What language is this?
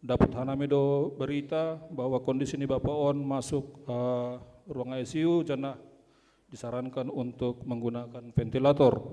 Batak Simalungun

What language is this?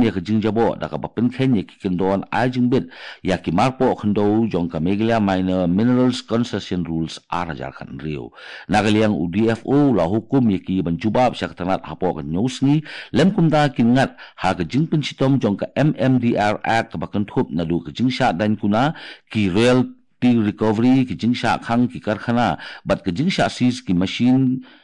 Khasi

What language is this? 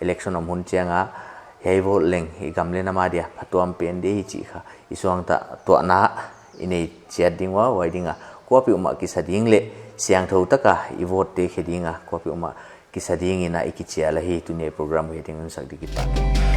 Paite Chin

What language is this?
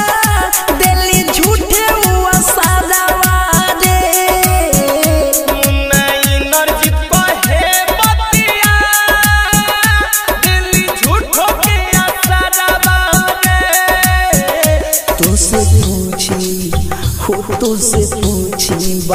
Bhojpuri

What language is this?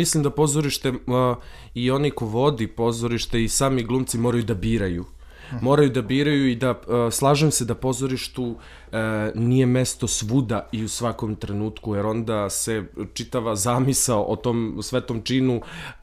Serbian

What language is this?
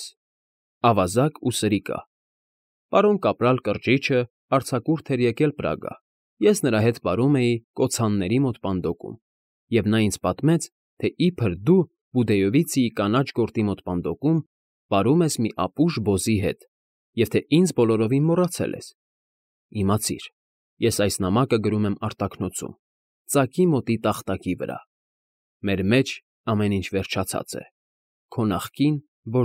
Armenian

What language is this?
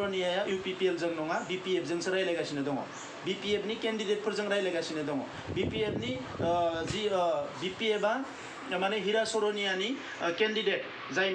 Bodo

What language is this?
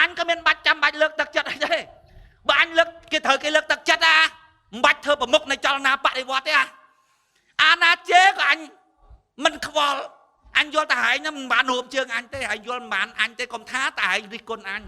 Khmer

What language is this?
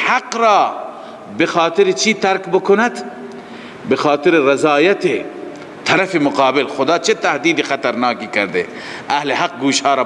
Persian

